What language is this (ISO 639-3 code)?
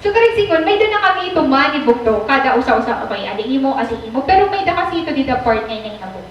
war